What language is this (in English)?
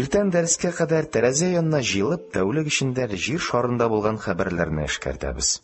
Tatar